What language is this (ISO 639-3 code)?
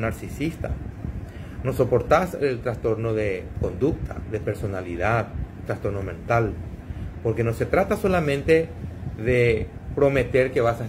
spa